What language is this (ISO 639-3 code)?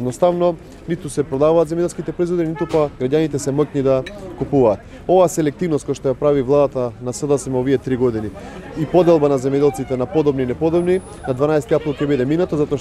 mkd